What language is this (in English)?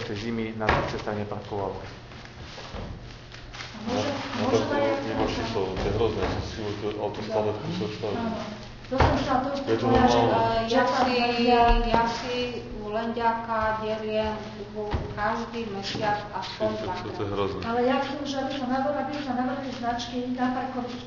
Slovak